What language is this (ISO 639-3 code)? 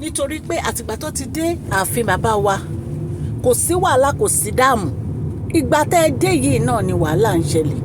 yor